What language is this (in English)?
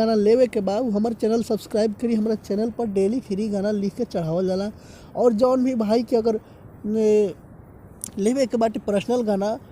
Bhojpuri